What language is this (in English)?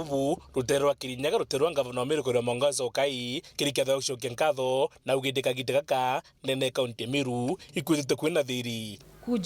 Meru